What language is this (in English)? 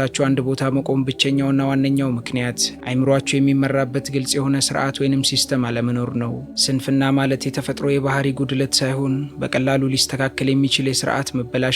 Amharic